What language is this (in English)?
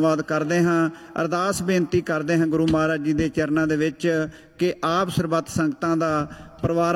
Punjabi